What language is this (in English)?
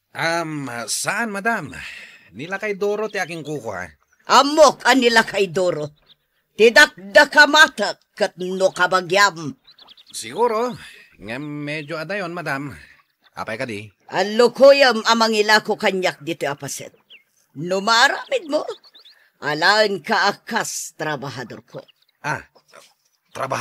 Iloko